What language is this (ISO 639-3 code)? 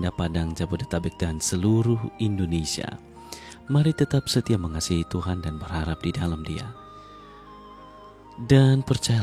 ind